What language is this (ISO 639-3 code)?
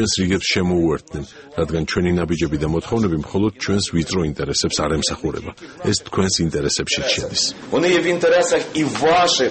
kat